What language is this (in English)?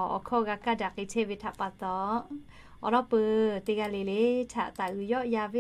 Lahu